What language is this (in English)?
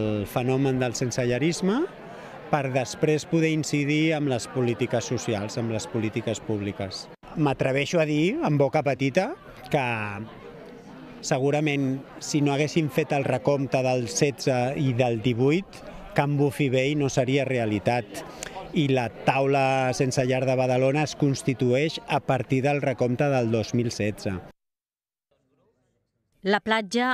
Catalan